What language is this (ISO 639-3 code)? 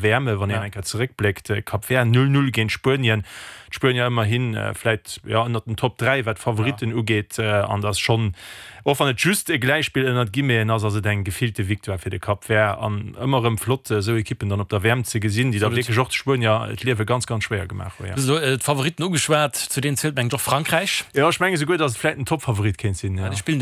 ltz